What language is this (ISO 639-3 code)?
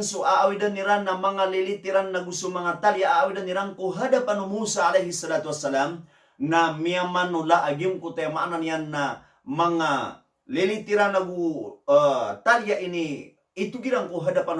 mrw